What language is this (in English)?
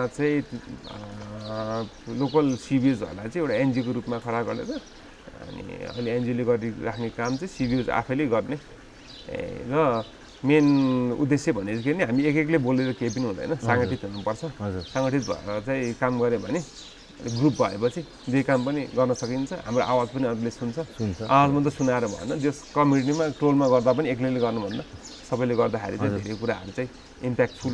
Nepali